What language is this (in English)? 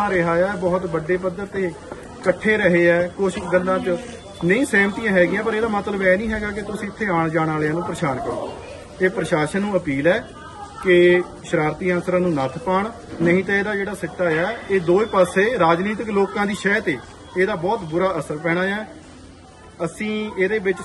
Punjabi